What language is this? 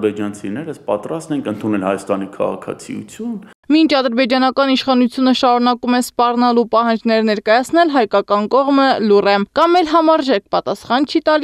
Armenian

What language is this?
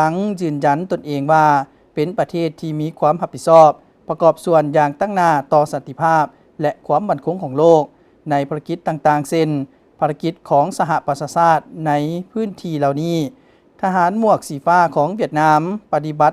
Lao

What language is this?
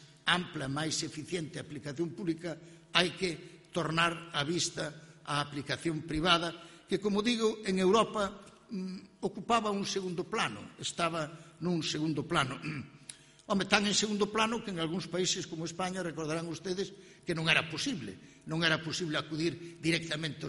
Galician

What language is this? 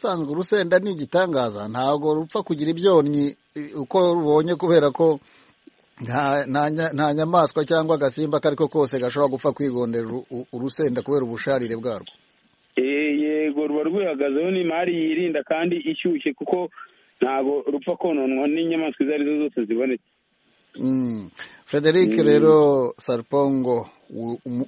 Kinyarwanda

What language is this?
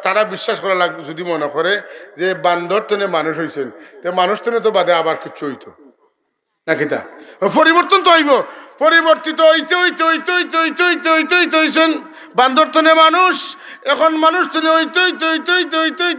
Sylheti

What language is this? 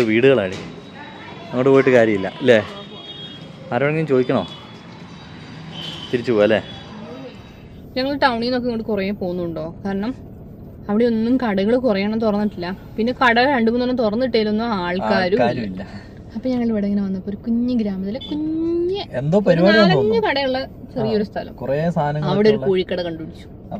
Malayalam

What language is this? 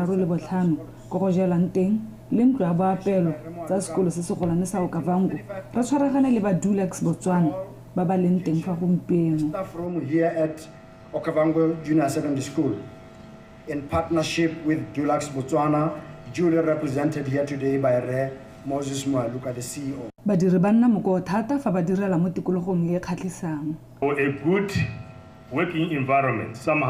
Tswana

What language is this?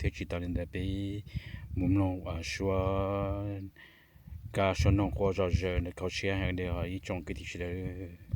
Hmong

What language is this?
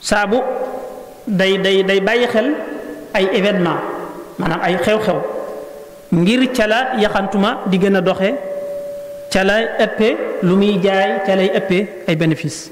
Wolof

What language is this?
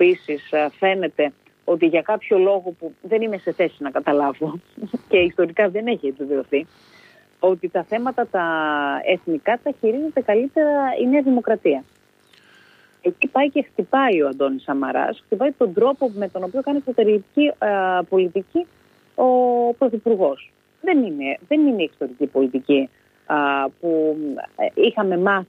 Greek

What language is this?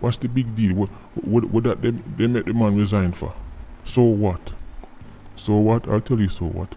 Jamaican Creole English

